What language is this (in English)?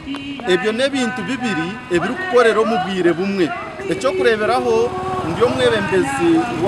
Nyankole